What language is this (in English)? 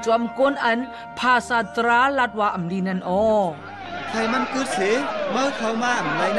Shan